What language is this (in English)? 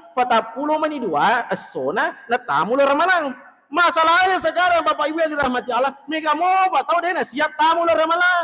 Buginese